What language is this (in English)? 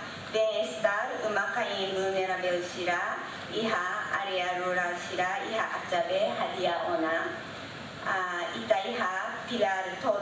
Tetum